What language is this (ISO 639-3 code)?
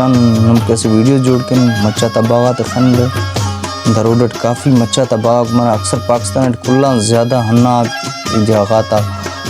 brh